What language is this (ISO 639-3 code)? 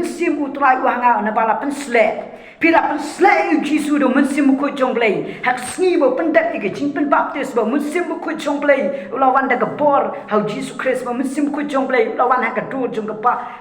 kha